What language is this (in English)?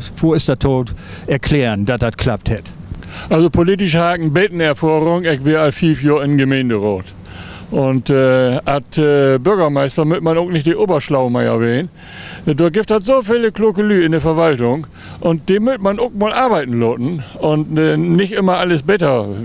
Low German